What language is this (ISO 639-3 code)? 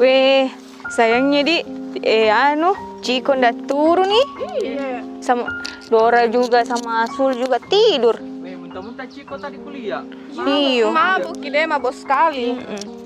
mfp